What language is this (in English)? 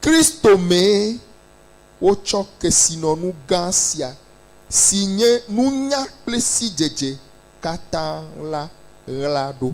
Ewe